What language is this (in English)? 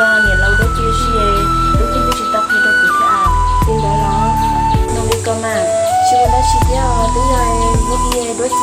Hmong